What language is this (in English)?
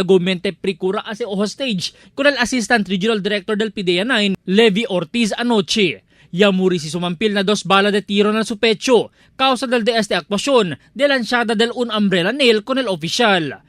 Chavacano